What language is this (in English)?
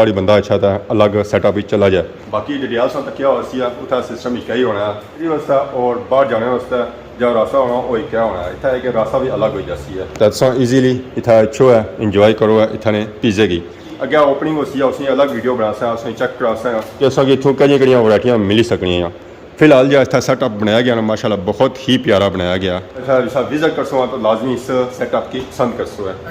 Pahari-Potwari